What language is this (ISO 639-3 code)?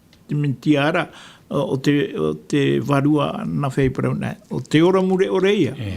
tah